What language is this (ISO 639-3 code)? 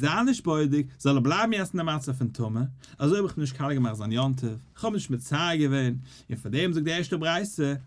yid